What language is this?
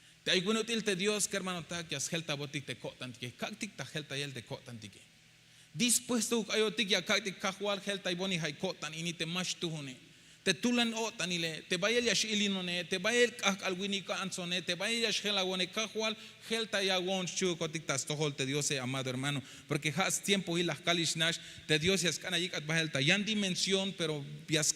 Tzeltal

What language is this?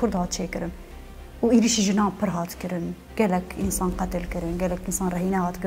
Kurdish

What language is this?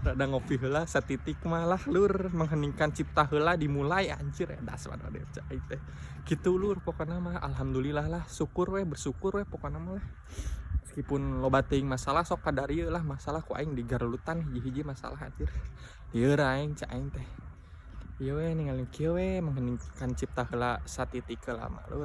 Sundanese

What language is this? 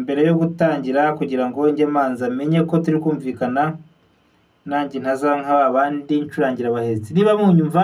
Kinyarwanda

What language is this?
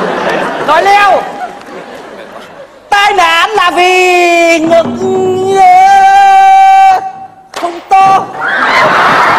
Vietnamese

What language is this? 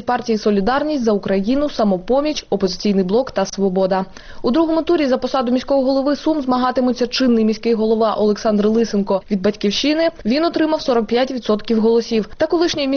Ukrainian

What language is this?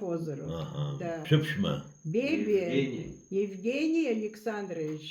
Abkhazian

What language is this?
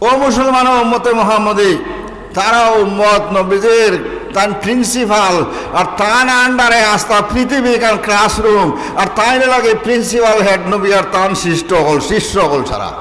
Sylheti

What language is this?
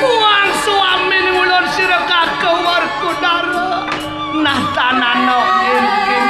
Balinese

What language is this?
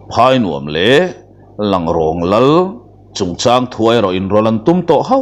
Mizo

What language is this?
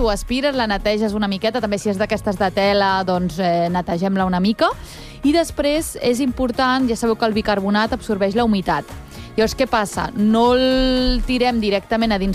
Catalan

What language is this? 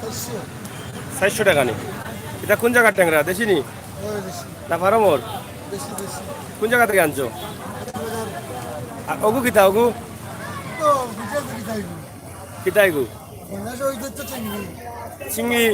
Sylheti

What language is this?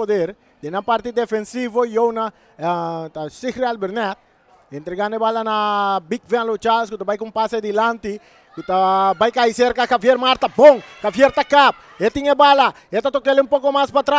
Papiamento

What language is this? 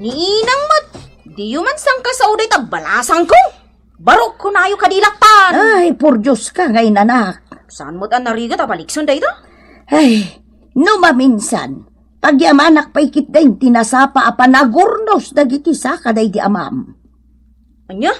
Iloko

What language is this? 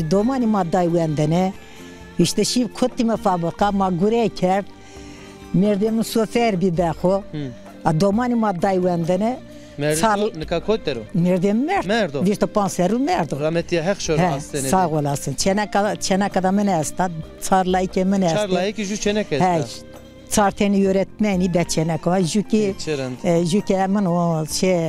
Zaza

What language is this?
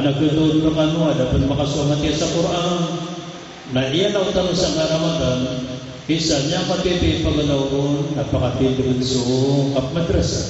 Maranao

